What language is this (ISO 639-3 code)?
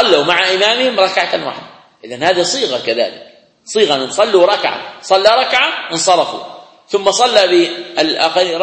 ara